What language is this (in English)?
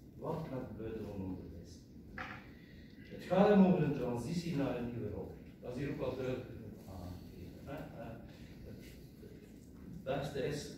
Dutch